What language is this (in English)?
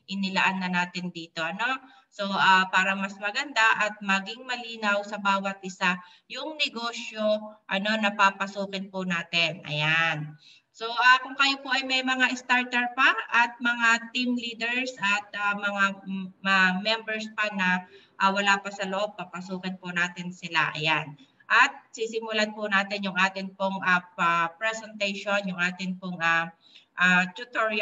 Filipino